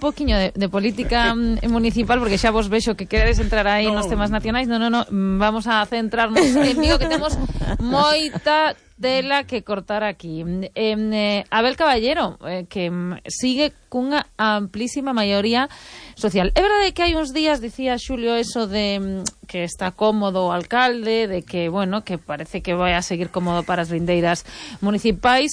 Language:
Galician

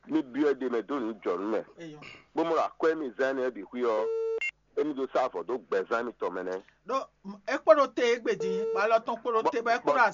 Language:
Fon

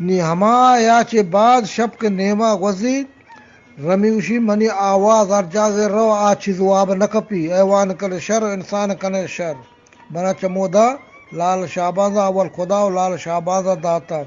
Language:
Eastern Balochi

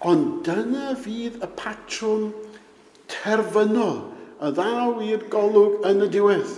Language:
Welsh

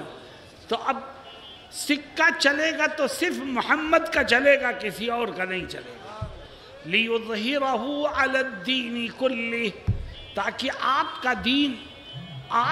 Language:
Urdu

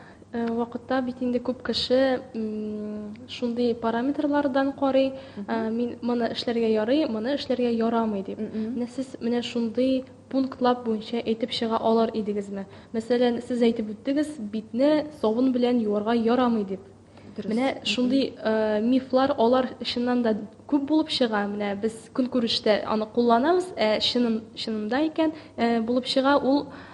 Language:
Tatar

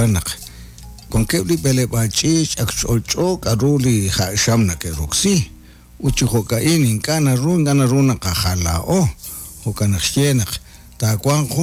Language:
Kekchí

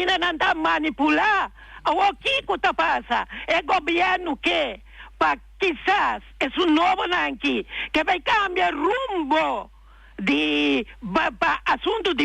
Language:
Papiamento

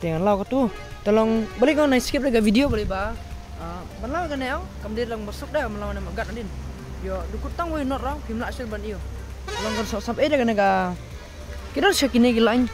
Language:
Khasi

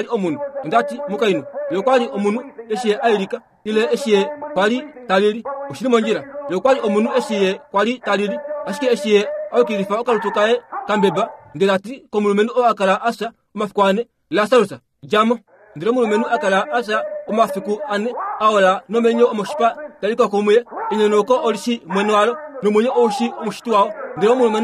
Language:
Kuanyama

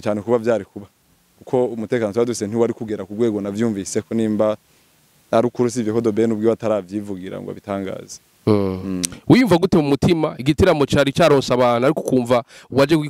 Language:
Rundi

